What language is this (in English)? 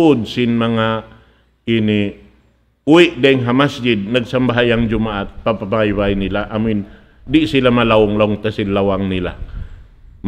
Tausug